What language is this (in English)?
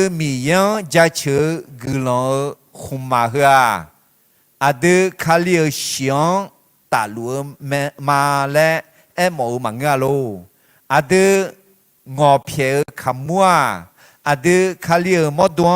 Akha